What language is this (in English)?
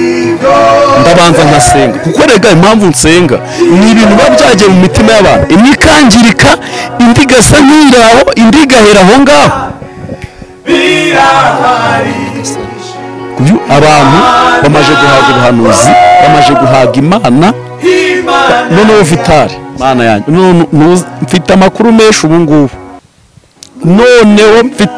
Kinyarwanda